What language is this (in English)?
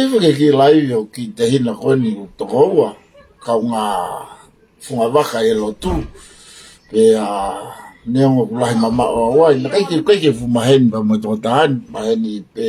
Tongan